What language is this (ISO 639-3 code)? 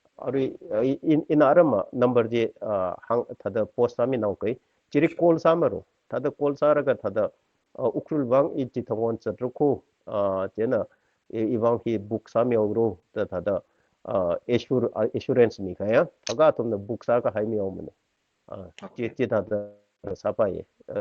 nmf